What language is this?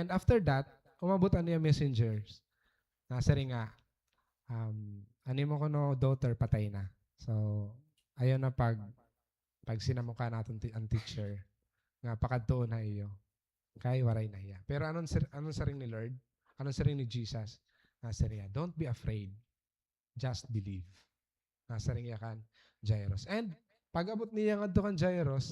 Waray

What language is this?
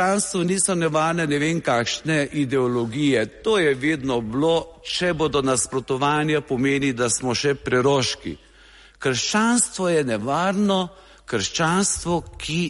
Slovenian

